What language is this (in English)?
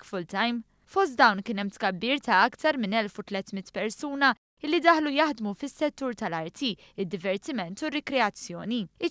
Maltese